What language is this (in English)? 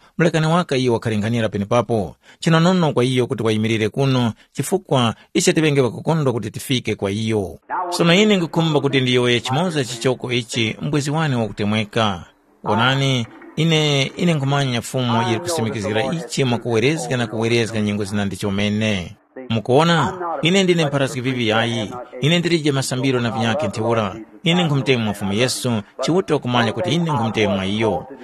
Tumbuka